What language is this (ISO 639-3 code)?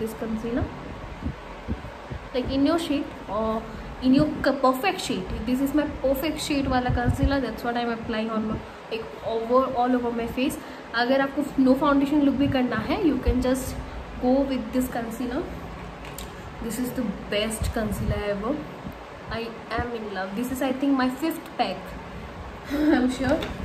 hin